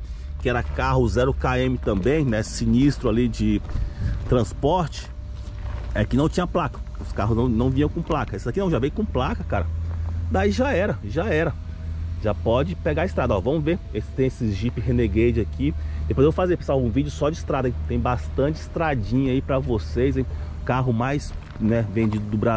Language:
Portuguese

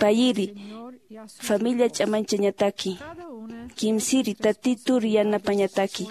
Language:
Aymara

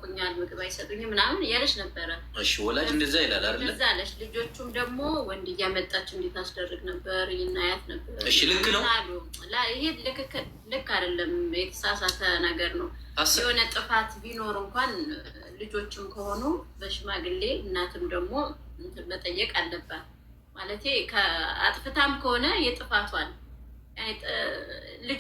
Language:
Amharic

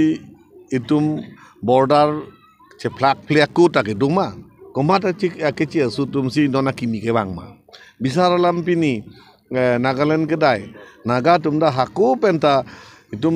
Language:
Karbi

